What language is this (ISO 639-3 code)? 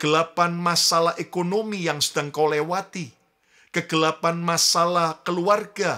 ind